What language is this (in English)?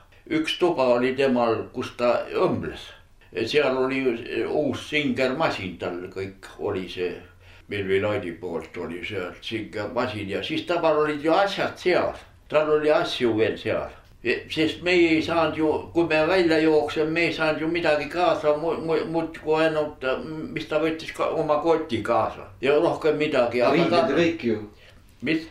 Estonian